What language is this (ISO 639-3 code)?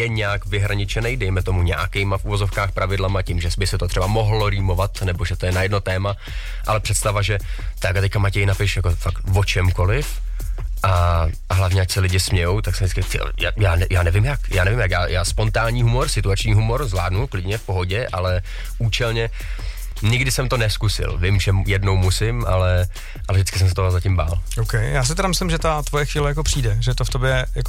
ces